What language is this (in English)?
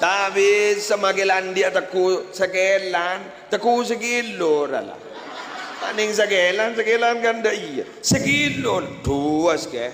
Madurese